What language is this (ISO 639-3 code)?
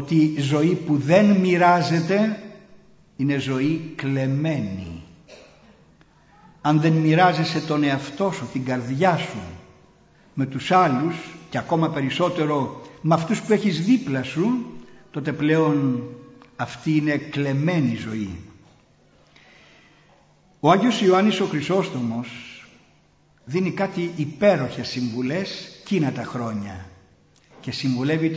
ell